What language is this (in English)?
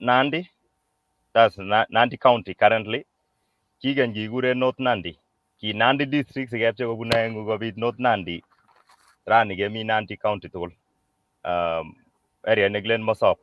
Kalenjin